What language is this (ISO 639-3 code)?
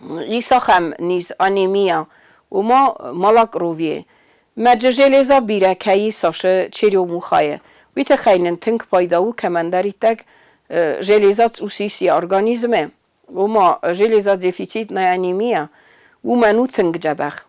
oss